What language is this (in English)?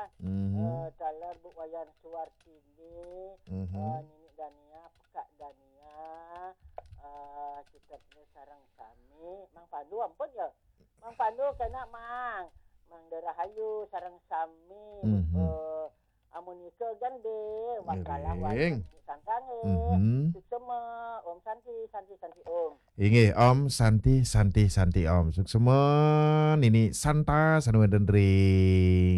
Balinese